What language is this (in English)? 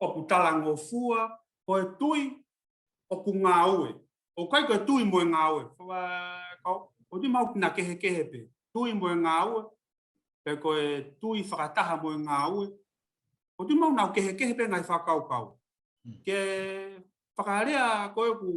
Tongan